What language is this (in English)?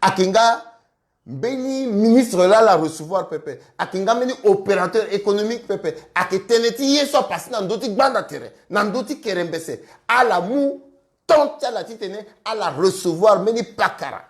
Sango